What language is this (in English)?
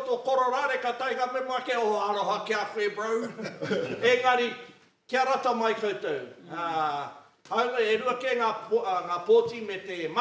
Māori